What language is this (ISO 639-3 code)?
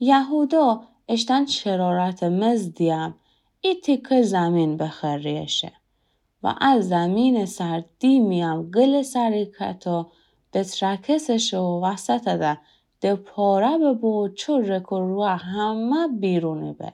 glk